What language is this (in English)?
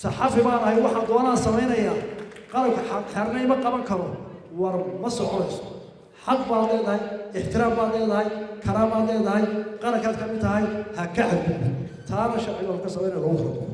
Somali